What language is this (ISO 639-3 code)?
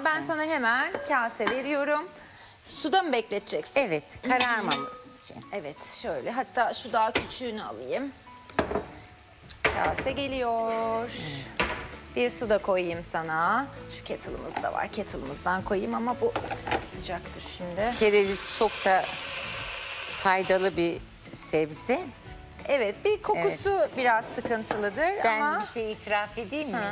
tur